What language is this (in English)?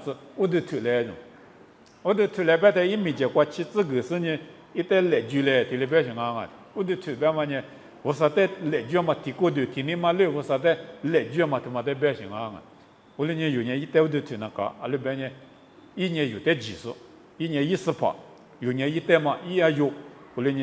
Lisu